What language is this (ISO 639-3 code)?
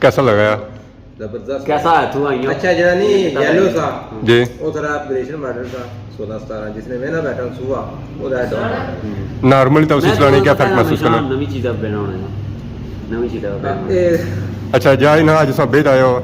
phr